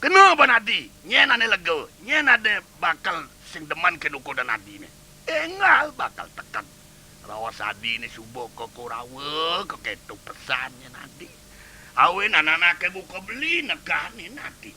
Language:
Balinese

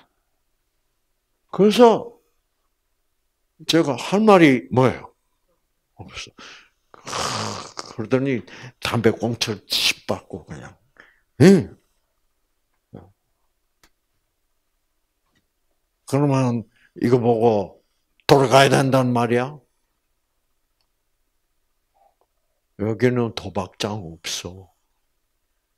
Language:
Korean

